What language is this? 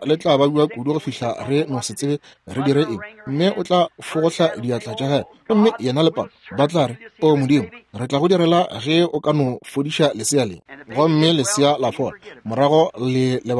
Northern Sotho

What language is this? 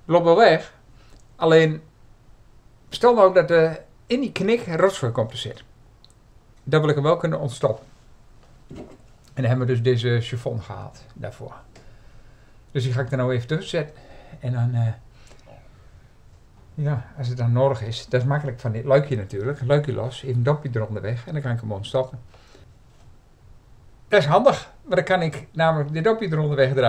Dutch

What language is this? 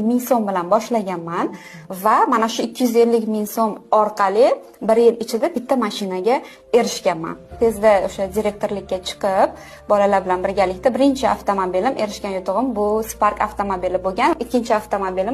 Uzbek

